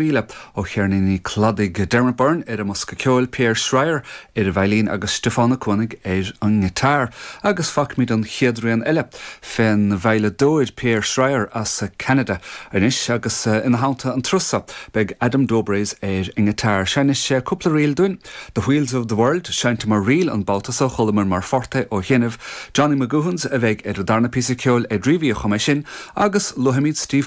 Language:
Irish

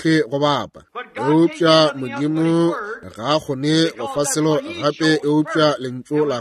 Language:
Northern Sotho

